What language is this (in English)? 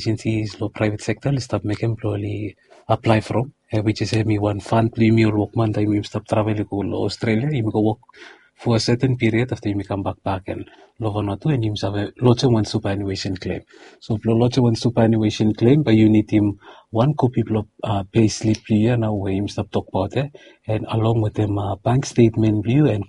Bislama